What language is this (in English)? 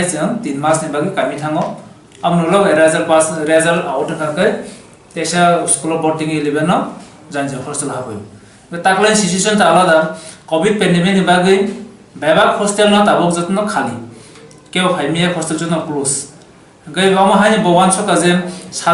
Kok Borok